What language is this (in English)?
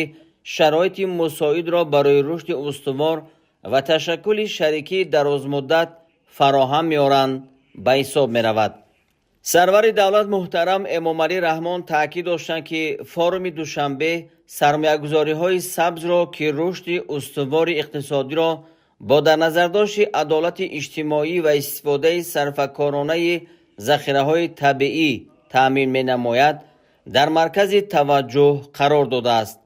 Tajik